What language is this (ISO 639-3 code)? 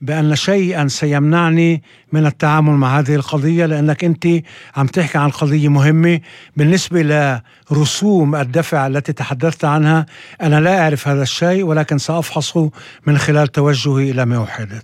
apc